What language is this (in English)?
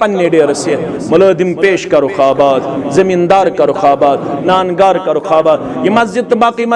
Kashmiri